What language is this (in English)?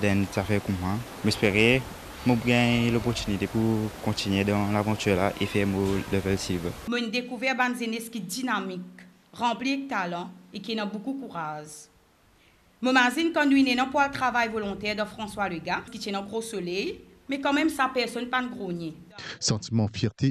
Morisyen